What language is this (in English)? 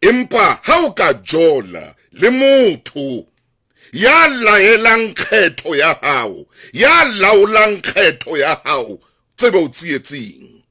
Southern Sotho